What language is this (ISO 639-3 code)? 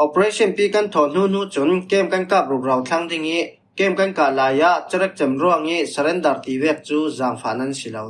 cfm